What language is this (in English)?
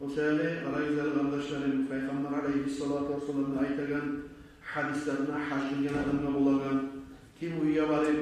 Kumyk